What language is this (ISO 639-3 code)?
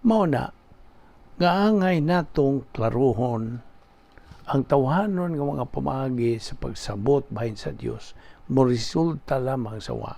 ceb